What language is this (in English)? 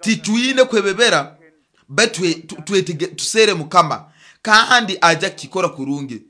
Nyoro